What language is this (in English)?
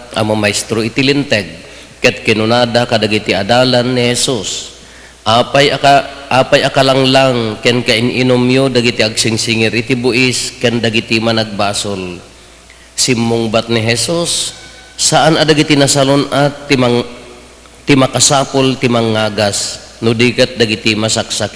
Iloko